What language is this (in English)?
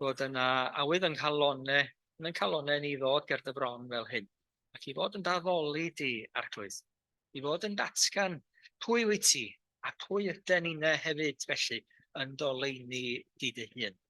Welsh